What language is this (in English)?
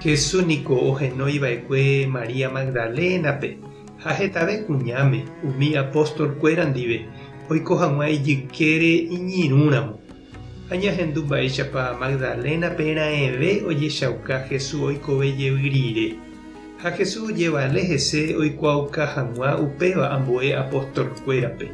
Guarani